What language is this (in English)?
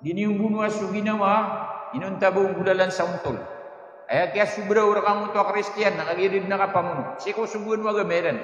Maranao